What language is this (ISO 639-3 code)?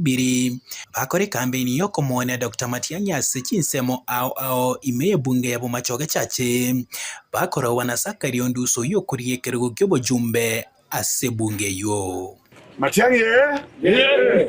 guz